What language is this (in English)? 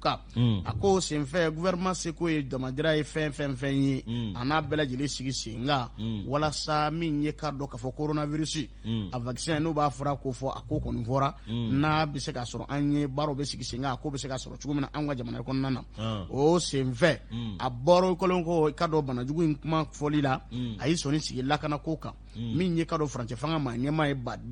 Bambara